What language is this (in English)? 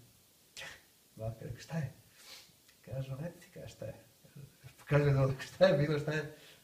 Croatian